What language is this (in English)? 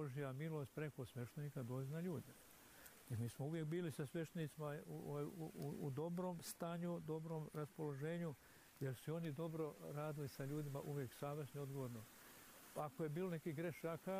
Serbian